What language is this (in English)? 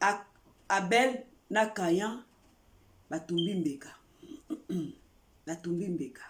Lingala